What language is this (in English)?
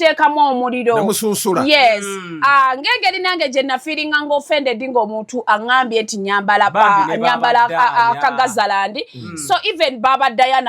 Ganda